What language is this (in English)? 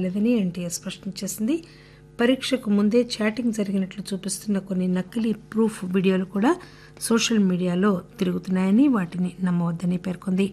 Telugu